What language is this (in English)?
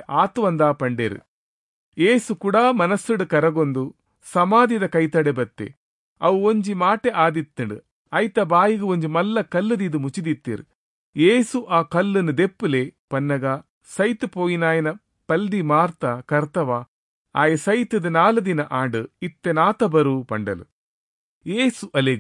Tulu